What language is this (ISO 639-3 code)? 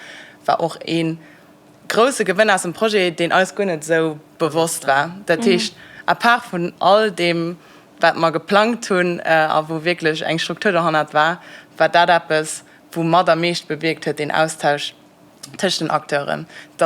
ltz